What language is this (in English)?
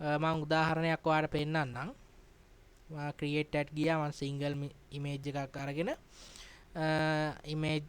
Sinhala